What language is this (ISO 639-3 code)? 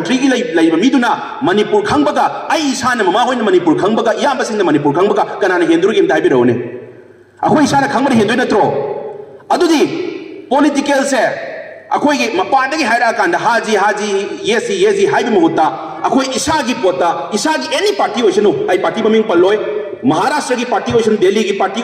mni